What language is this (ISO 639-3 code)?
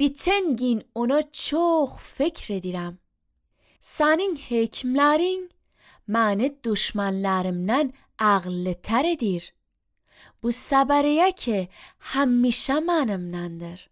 aze